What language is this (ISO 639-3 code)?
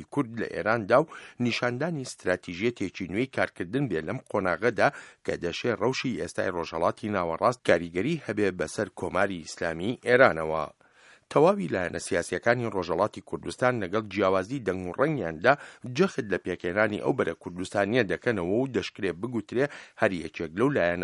ckb